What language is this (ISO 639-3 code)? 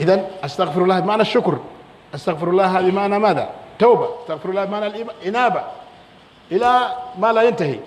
fuf